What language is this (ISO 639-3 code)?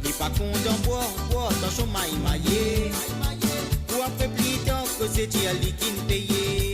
mfe